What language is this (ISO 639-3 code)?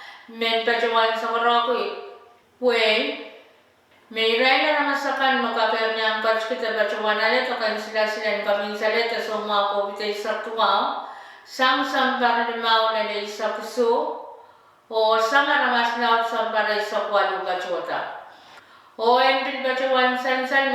pon